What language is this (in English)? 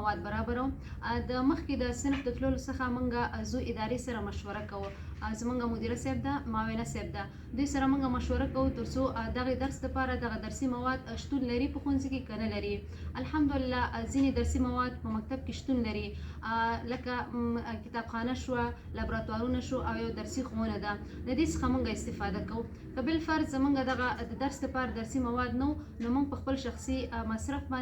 Pashto